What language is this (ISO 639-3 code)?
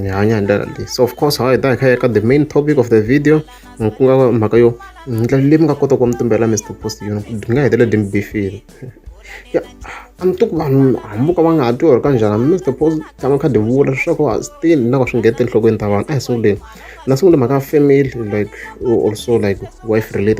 tso